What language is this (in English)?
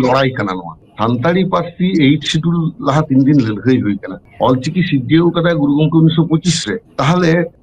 Santali